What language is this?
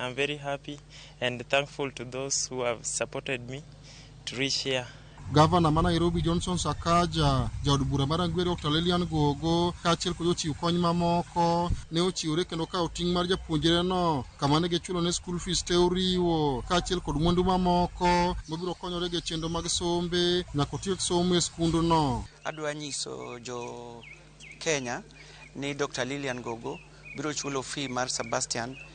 Luo (Kenya and Tanzania)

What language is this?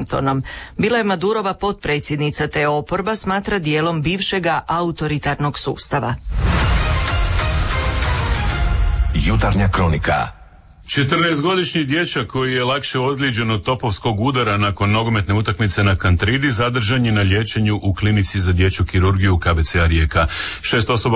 Croatian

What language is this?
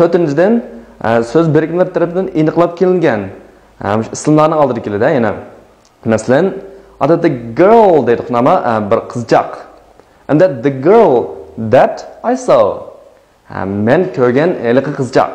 Uyghur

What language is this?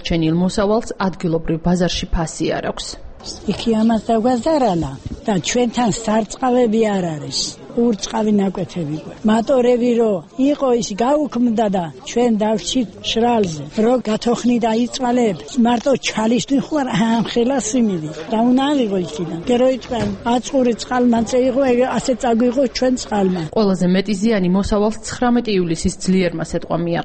Georgian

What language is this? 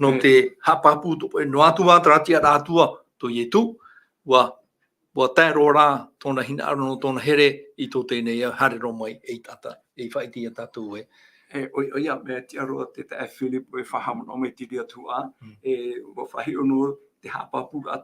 Tahitian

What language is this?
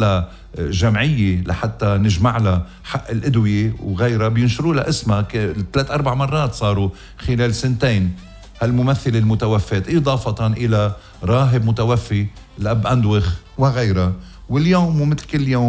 North Levantine Arabic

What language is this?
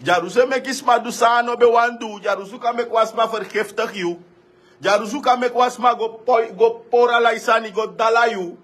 Sranan Tongo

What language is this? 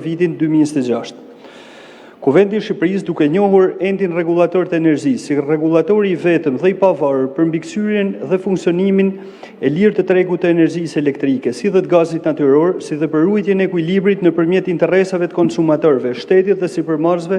Albanian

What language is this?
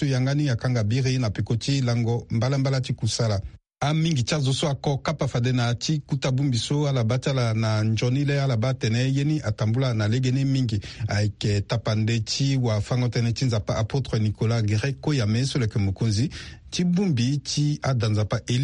Sango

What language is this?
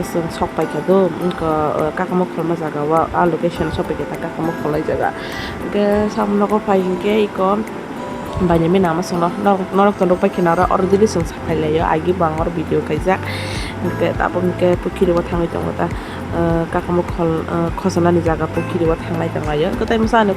Kok Borok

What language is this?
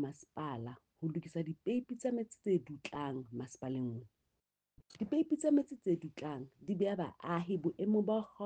Southern Sotho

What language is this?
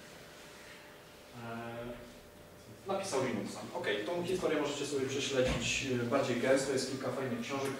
Polish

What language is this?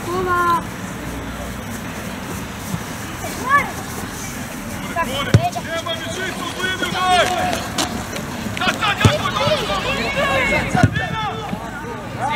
Croatian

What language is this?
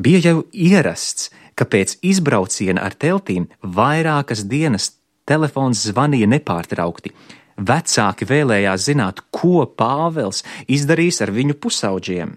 Latvian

